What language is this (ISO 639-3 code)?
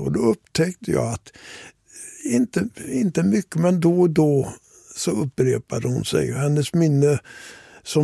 swe